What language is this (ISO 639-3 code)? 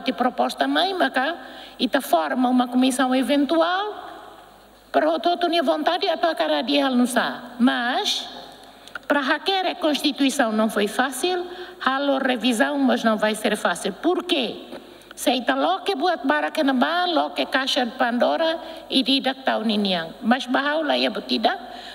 tet